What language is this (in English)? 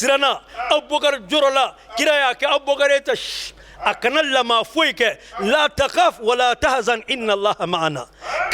Bambara